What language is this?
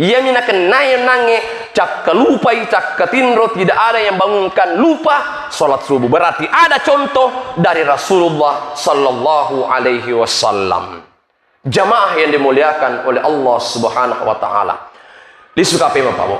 Buginese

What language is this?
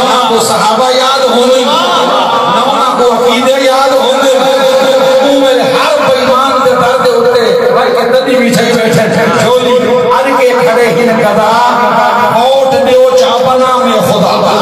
Saraiki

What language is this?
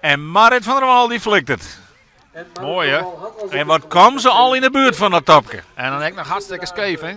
Western Frisian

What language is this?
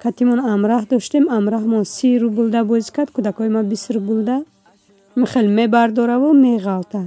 Tajik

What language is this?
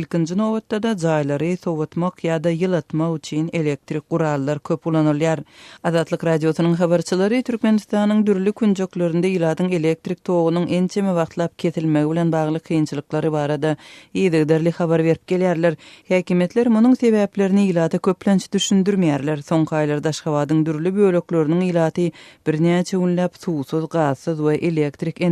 Turkmen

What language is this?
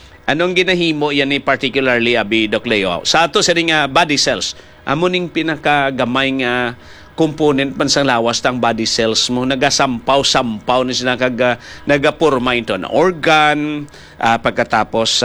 Hiligaynon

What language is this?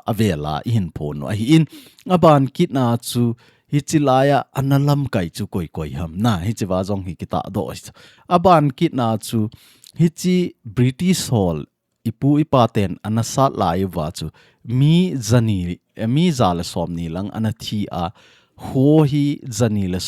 Thado Chin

